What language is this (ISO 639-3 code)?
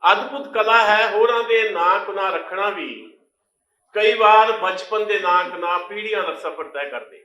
lah